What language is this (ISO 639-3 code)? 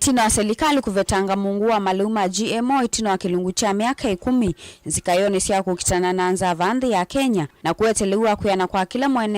kam